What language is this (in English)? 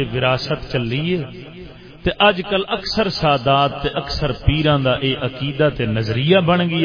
Saraiki